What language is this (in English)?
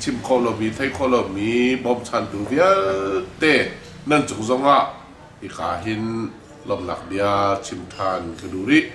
Hakha Chin